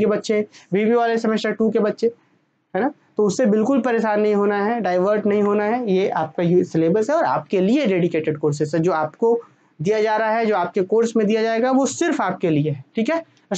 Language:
Hindi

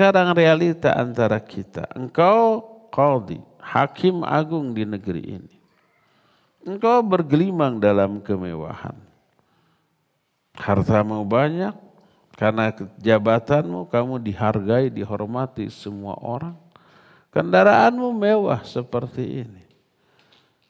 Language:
Indonesian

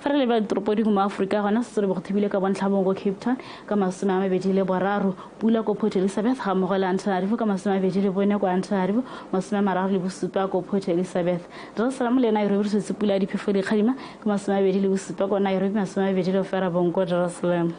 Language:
Tswana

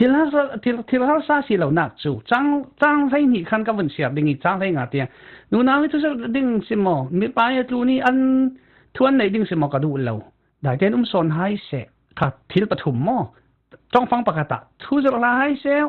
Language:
Falam Chin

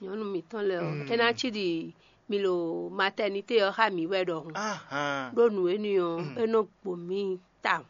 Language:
Fon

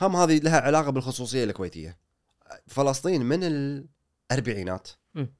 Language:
Gulf Arabic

